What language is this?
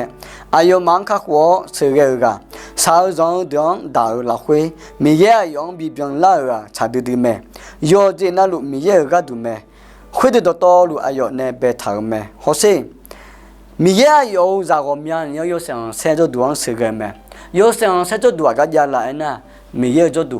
Akha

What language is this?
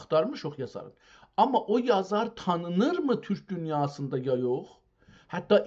South Azerbaijani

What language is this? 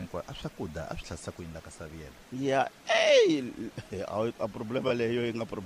Tsonga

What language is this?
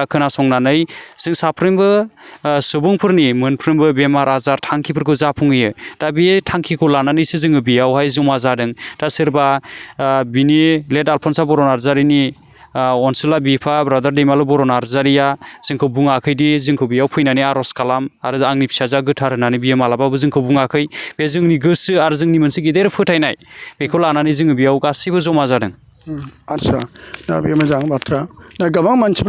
Bodo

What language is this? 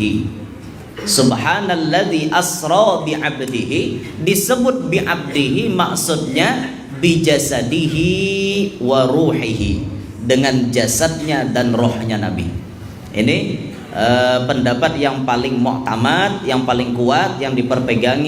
Banjar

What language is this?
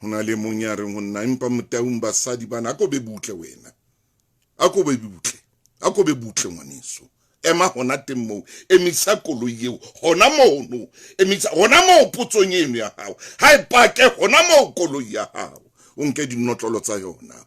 Southern Sotho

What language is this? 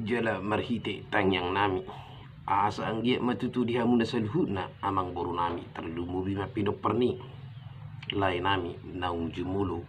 Batak Toba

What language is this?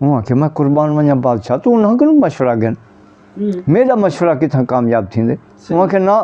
Saraiki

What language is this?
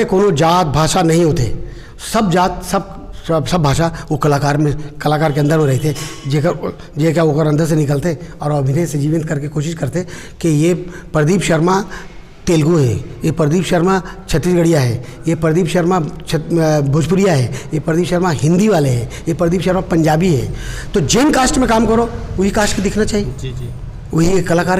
Chhattisgarhi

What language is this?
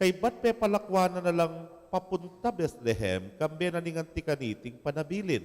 Pampanga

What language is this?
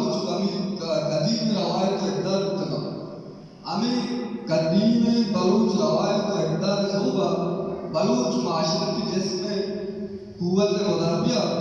Baluchi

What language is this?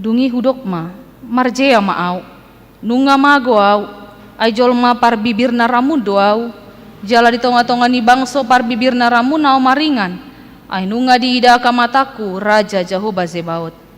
Batak Toba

